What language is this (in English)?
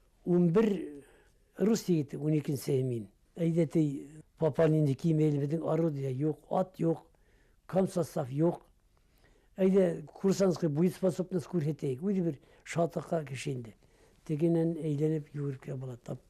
Bashkir